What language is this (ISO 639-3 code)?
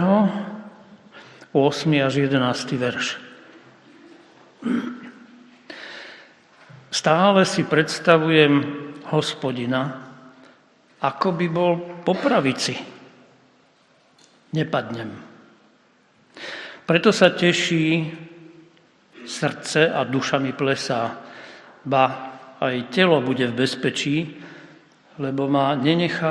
slk